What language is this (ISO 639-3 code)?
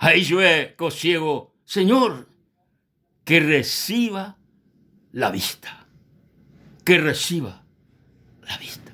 grn